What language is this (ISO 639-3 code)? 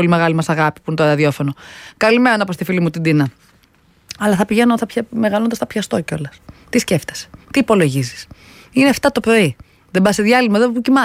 ell